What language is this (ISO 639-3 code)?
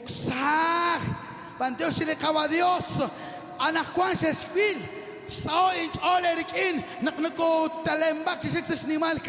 kek